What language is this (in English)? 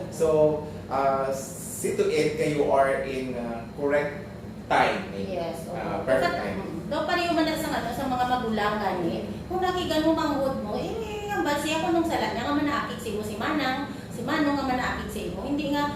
Hiligaynon